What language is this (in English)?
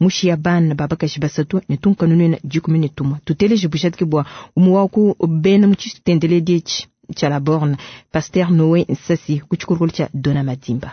Luba-Lulua